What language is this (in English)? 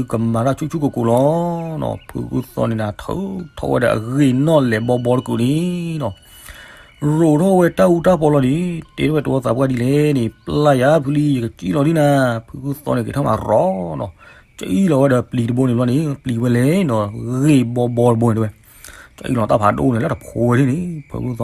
S'gaw Karen